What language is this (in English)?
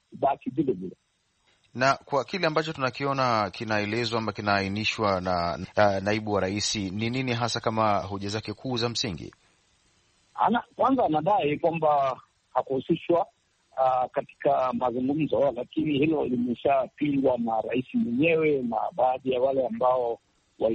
Swahili